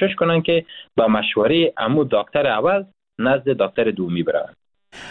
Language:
Persian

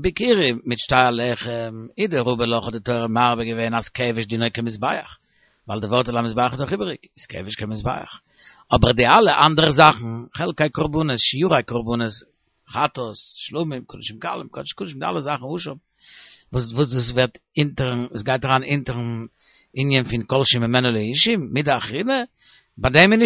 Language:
Yiddish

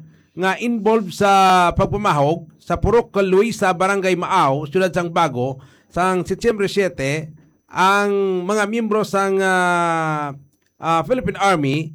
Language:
Hiligaynon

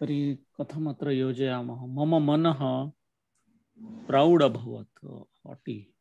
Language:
Sanskrit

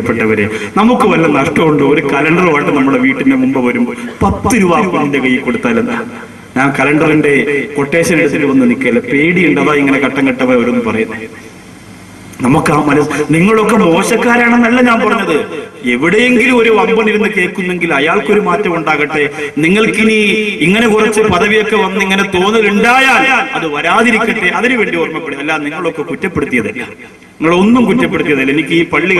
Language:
Malayalam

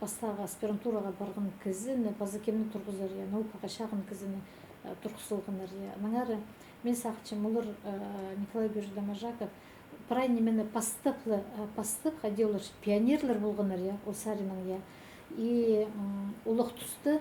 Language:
Khakas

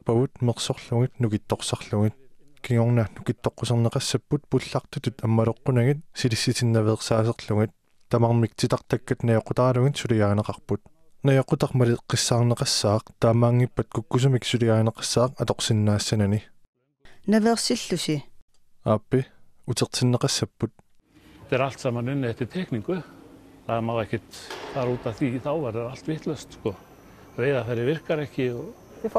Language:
Kalaallisut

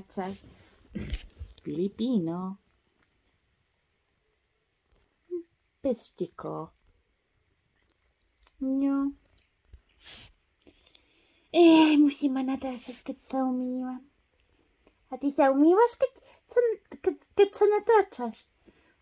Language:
Slovak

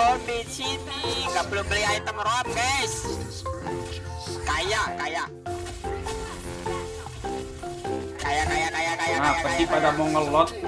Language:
Indonesian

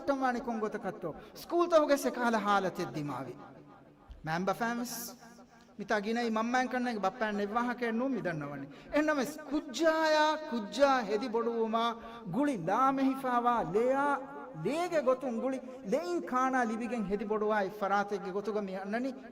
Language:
Divehi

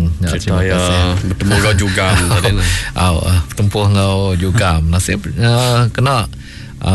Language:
Malay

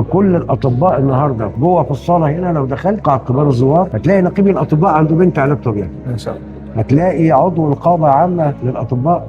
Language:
Egyptian Arabic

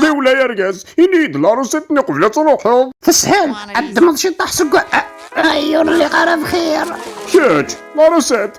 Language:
Kabyle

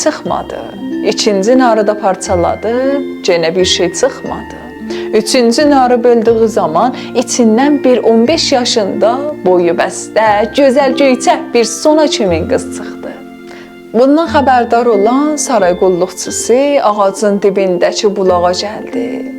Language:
South Azerbaijani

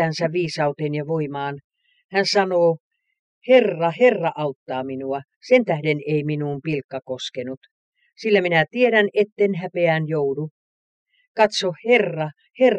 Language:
Finnish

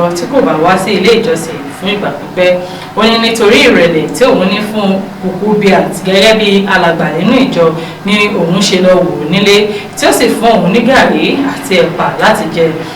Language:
Yoruba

